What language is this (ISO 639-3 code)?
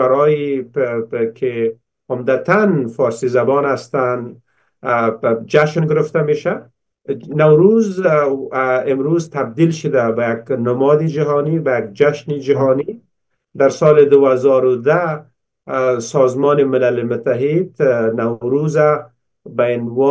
fas